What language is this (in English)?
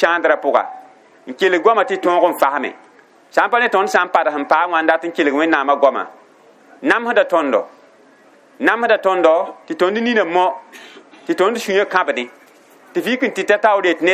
Mossi